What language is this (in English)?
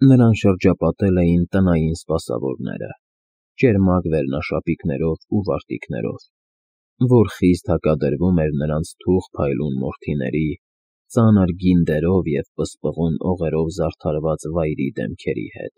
Armenian